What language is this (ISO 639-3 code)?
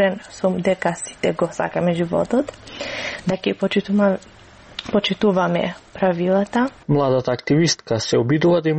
mkd